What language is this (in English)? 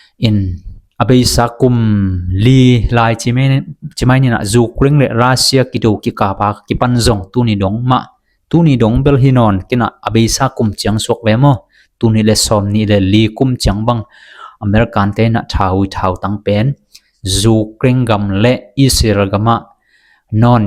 Tedim Chin